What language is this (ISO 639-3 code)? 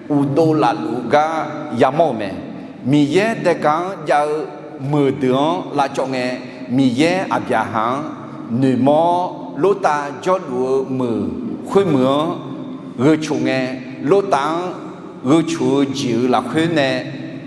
ahk